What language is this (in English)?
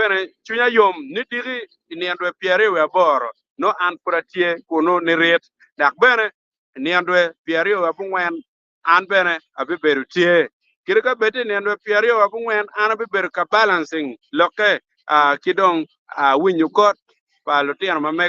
Acoli